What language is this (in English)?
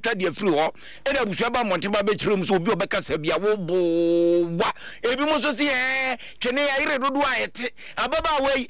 Akan